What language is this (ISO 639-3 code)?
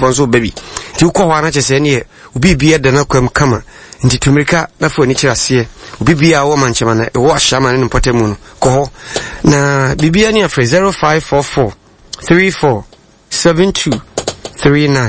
aka